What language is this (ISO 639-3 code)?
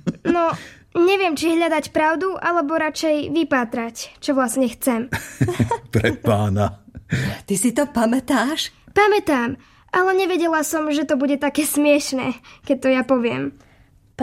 slk